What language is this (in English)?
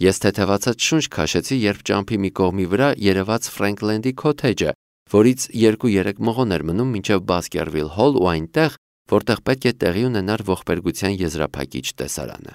Armenian